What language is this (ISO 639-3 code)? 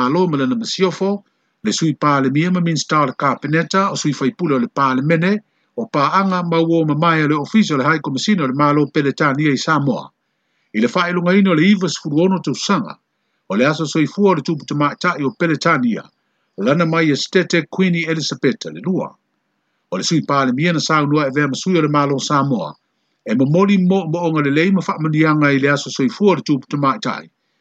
smo